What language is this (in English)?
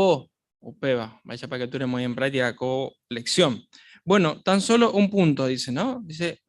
Guarani